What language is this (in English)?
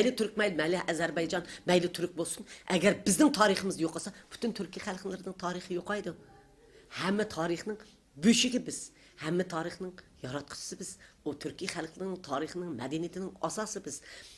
Uyghur